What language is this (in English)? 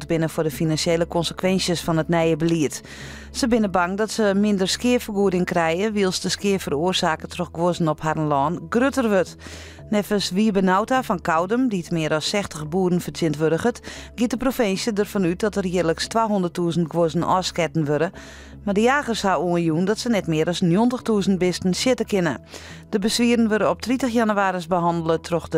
Western Frisian